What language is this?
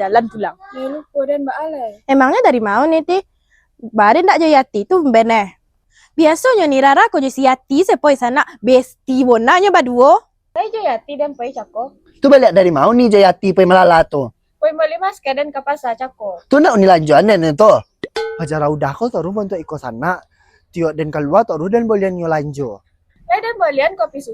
Minangkabau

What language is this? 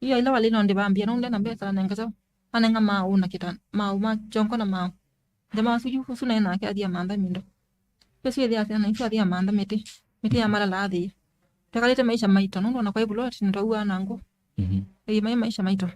Kamba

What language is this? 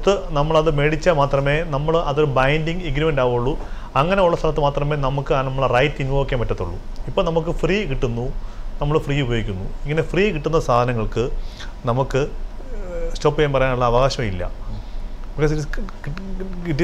Malayalam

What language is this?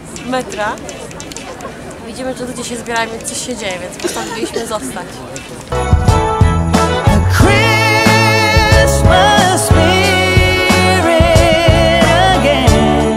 Polish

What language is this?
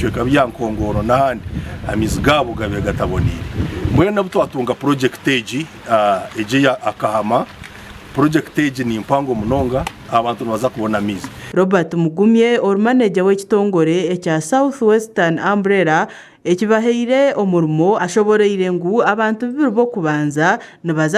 Nyankole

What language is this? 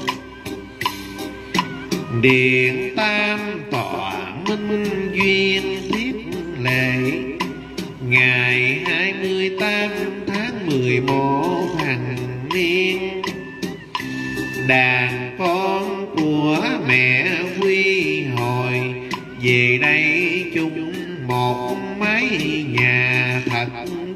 Vietnamese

